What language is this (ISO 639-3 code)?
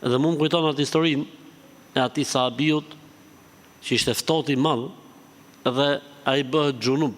sqi